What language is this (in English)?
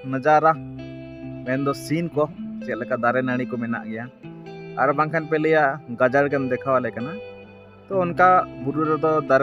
Santali